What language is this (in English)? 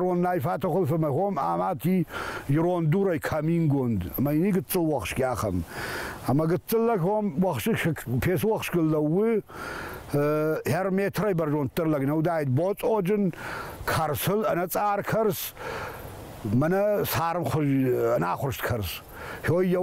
Ossetic